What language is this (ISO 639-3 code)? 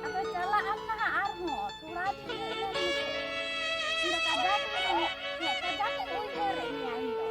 sat